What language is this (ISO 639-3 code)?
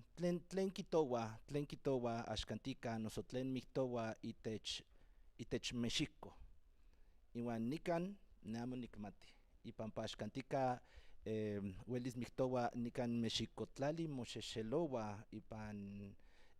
nhn